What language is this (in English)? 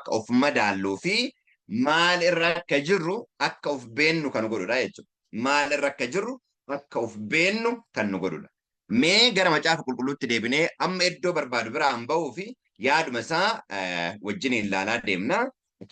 Oromo